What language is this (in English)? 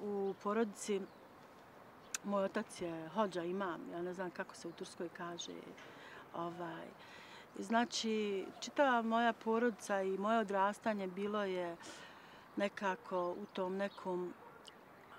Bosnian